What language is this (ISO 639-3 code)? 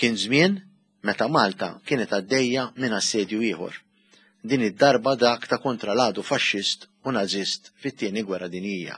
mlt